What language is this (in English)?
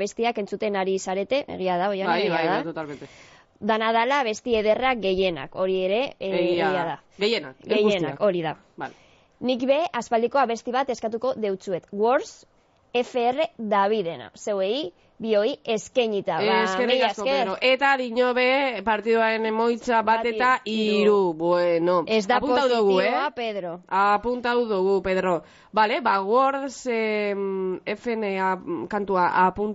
Basque